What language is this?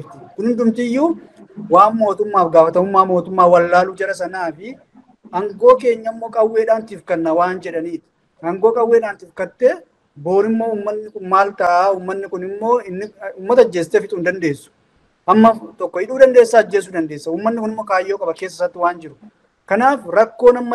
Oromo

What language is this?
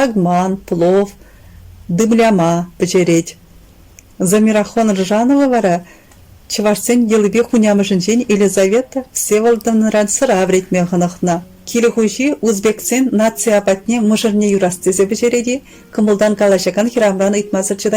Chuvash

